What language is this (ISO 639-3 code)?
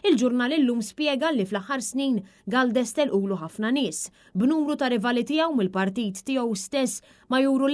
mlt